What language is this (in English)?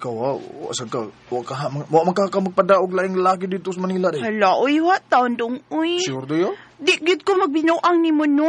Cebuano